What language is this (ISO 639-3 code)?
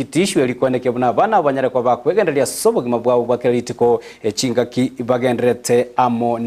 guz